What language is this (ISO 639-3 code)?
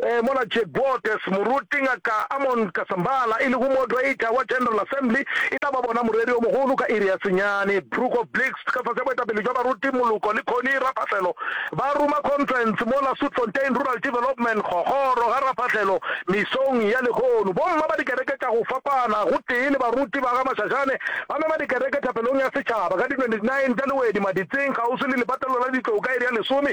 nso